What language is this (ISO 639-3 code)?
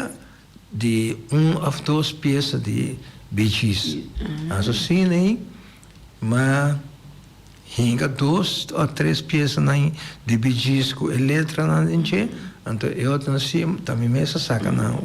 pap